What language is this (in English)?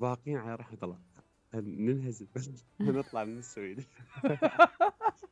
Mesopotamian Arabic